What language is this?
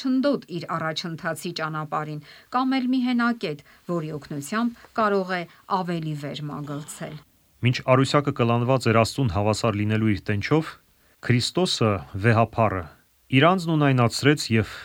Armenian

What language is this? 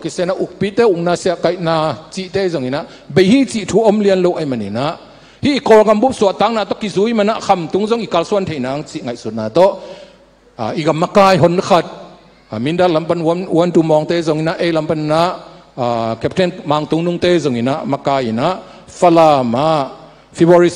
Tedim Chin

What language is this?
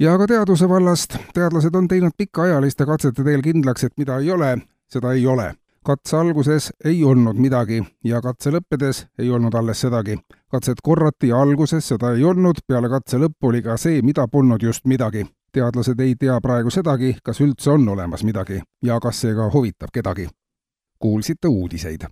Estonian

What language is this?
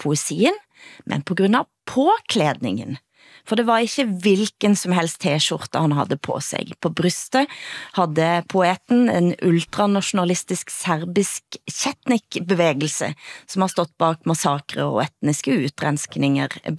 Danish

